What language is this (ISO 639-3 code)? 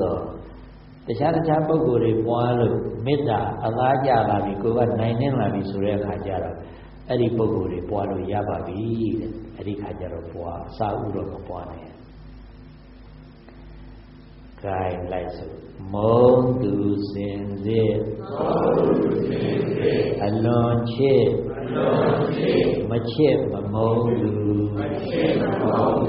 mya